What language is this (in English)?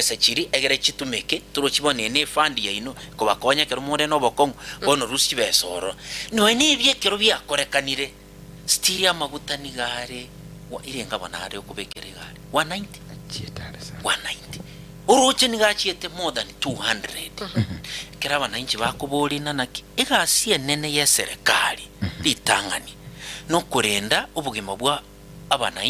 Gusii